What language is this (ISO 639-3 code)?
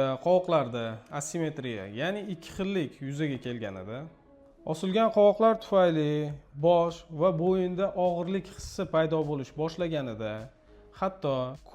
uzb